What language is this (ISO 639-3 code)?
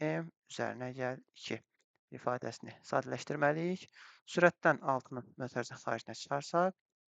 aze